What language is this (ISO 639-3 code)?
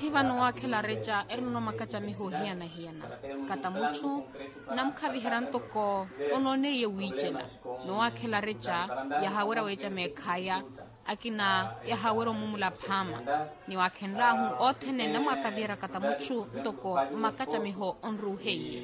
vmw